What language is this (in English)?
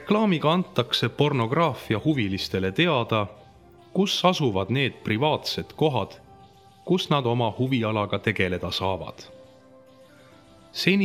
Estonian